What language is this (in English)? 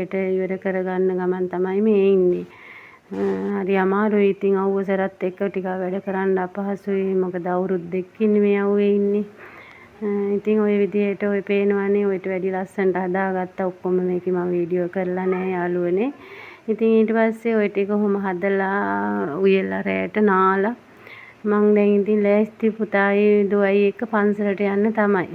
Sinhala